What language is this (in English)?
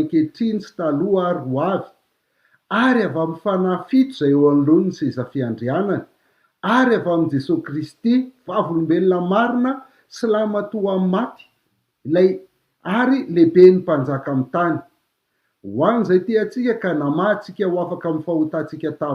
Malagasy